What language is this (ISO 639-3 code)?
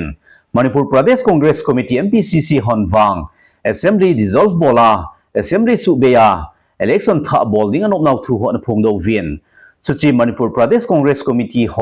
tcz